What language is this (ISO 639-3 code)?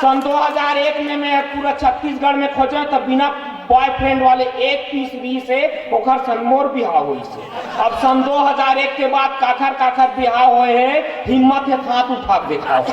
hne